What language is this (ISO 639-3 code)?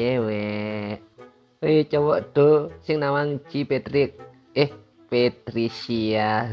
ban